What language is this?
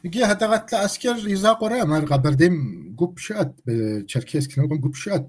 Kabardian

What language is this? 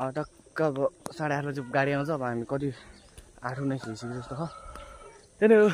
Nepali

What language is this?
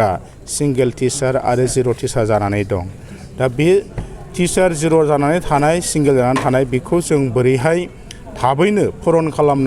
Bodo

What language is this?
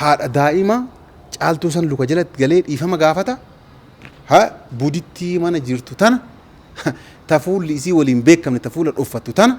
Oromo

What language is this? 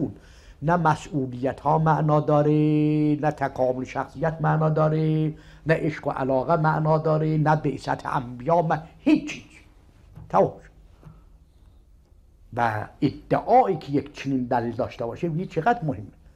Persian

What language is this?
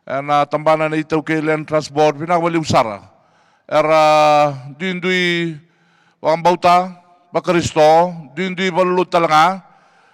Fijian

